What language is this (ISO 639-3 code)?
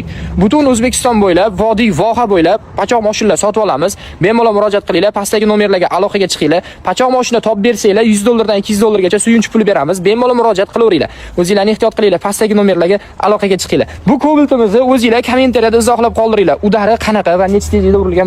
uzb